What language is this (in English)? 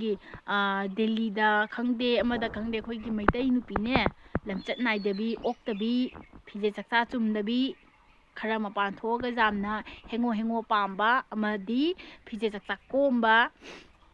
Manipuri